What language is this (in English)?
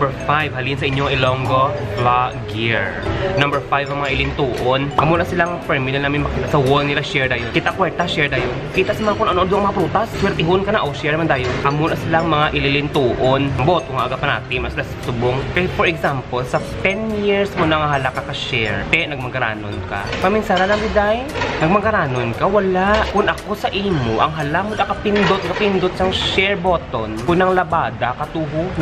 Hiligaynon